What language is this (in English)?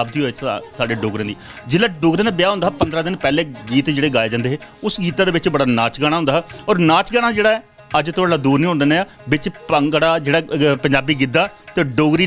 Dogri